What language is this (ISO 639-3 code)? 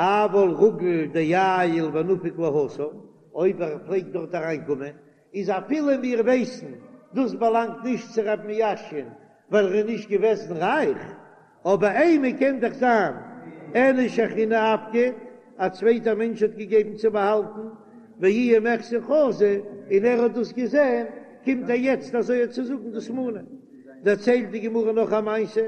yid